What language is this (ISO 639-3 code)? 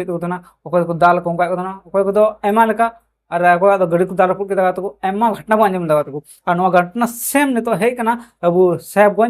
sat